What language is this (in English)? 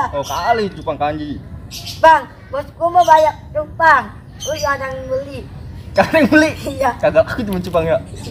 Betawi